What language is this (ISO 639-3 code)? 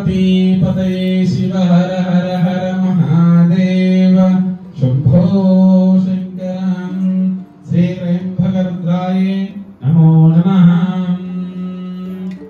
san